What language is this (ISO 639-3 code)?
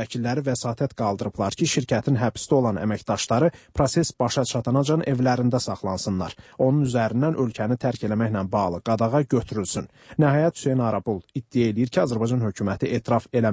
aze